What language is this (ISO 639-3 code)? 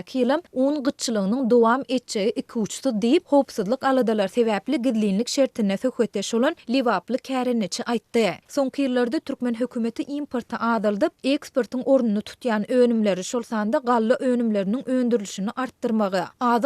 tuk